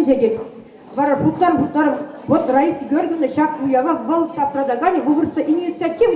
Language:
Chuvash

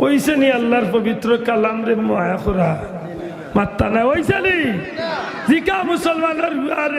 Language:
Sylheti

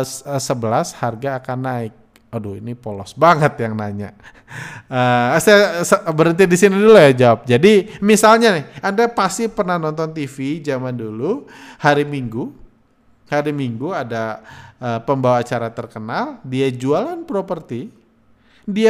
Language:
Indonesian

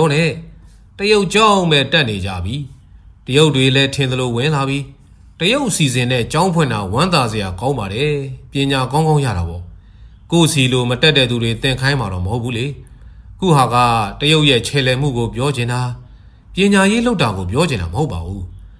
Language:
Burmese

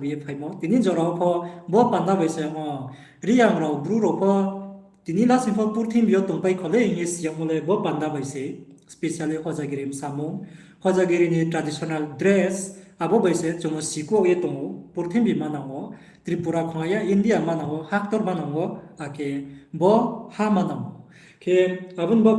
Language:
Riang (India)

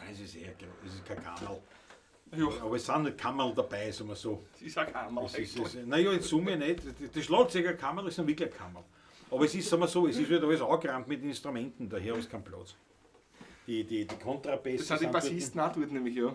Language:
Bavarian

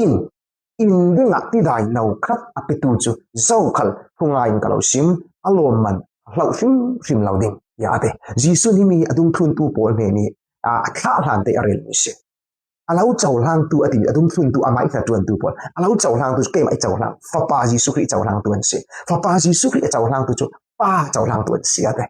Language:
Falam Chin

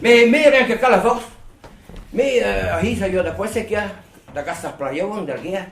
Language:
Breton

